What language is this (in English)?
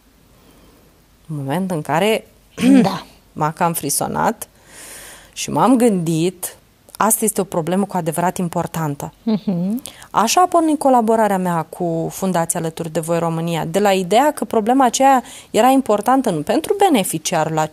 Romanian